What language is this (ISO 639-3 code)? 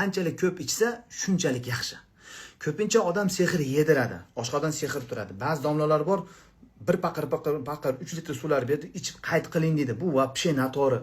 uzb